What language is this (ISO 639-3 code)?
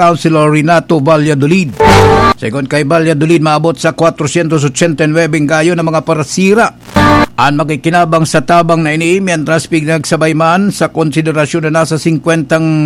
bik